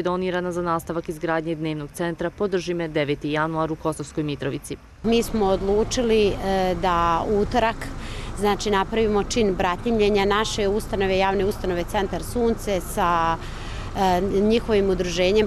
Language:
Bosnian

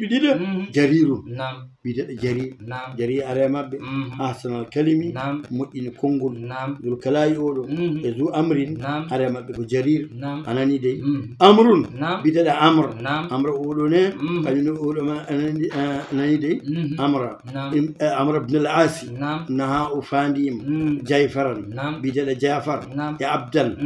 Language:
Fula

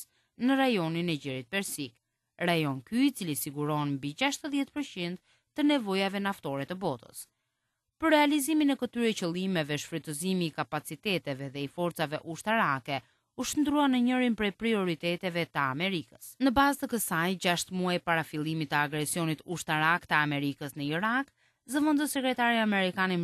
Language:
Albanian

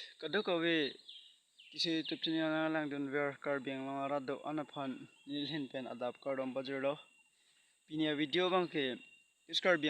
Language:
Karbi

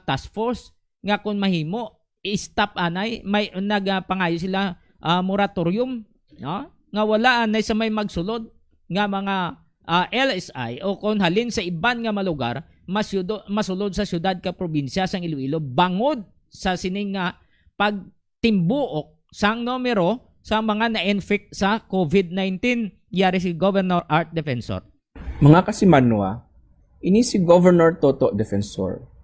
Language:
Hiligaynon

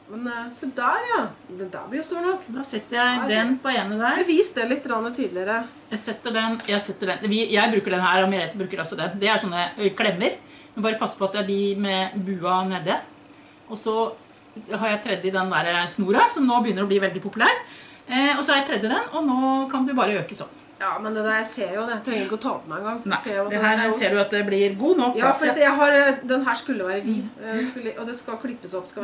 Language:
Norwegian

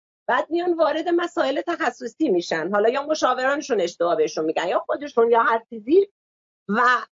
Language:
Persian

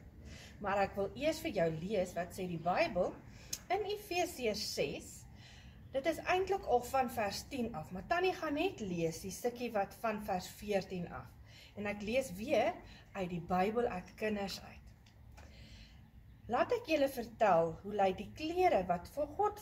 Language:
Afrikaans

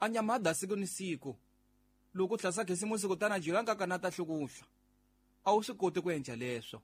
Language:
Tsonga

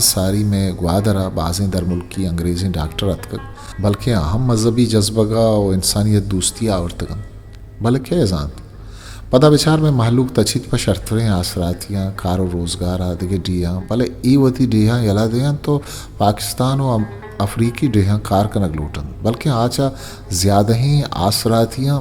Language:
Eastern Balochi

